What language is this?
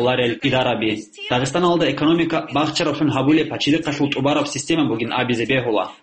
Avaric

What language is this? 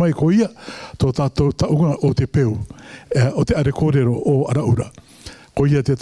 Rarotongan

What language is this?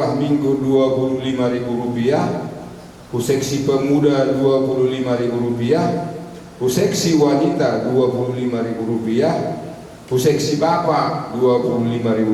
Batak Simalungun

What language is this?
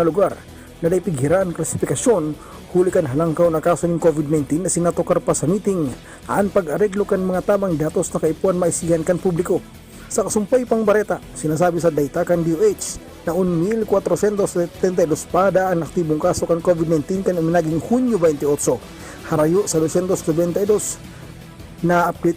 Bikol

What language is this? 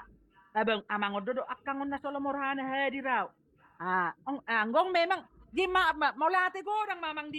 Batak Toba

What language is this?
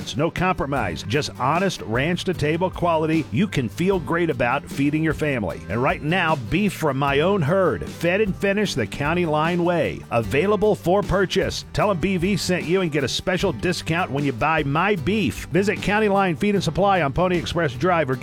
English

